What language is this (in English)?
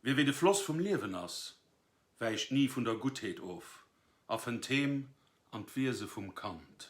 Luxembourgish